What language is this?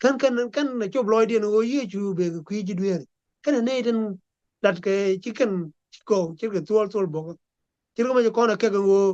Nuer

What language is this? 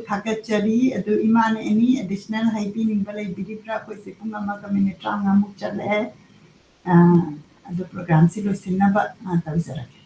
Manipuri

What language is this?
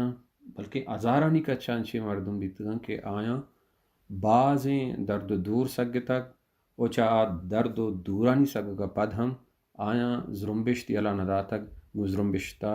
Baluchi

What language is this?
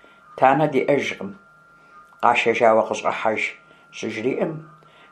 Kabardian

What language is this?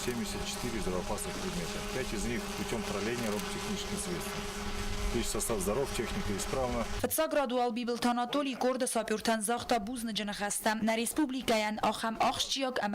Ossetic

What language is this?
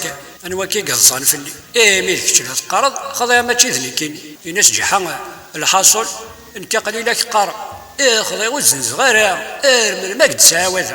Kabyle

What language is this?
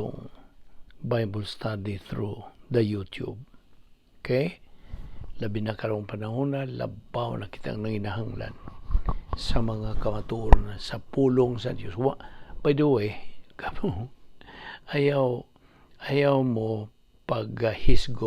Cebuano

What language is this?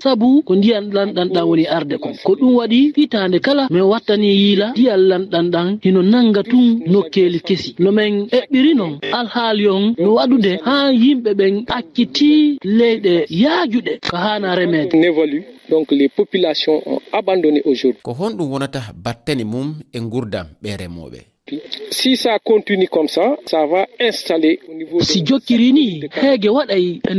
Fula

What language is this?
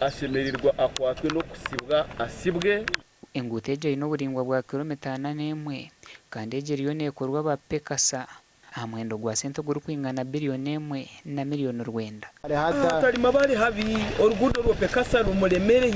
Nyankole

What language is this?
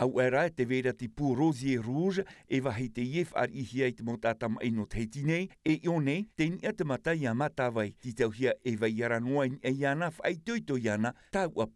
Tahitian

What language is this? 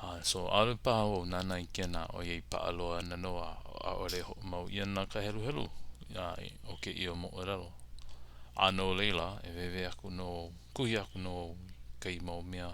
Hawaiian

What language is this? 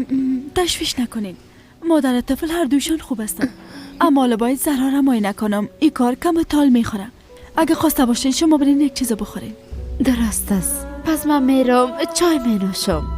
Persian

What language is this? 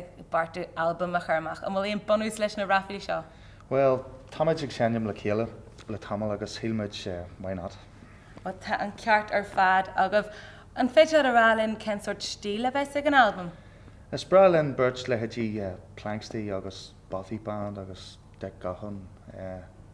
Irish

